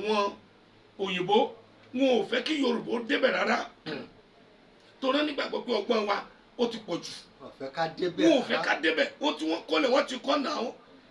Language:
Yoruba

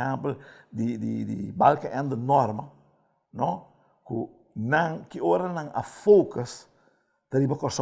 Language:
Papiamento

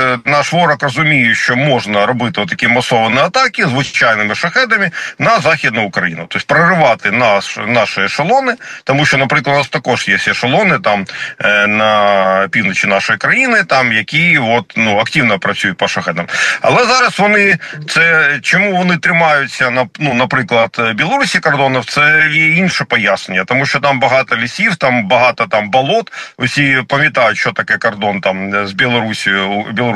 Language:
Ukrainian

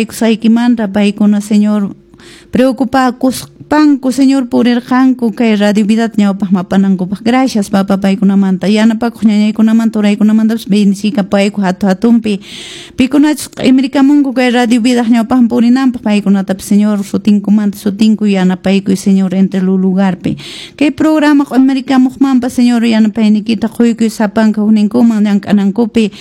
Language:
Quechua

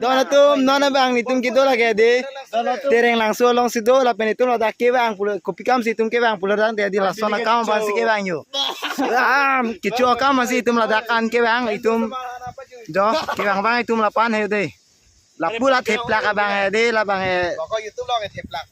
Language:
Karbi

